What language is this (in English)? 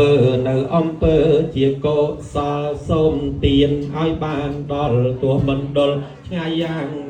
Khmer